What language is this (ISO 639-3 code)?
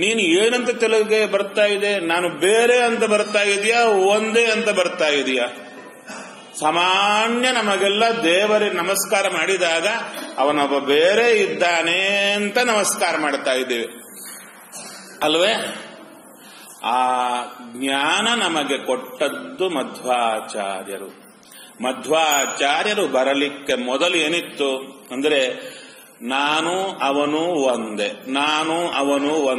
kan